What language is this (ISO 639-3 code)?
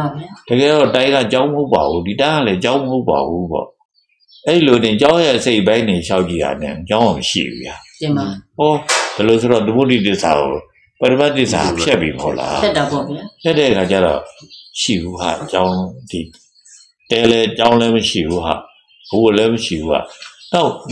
mya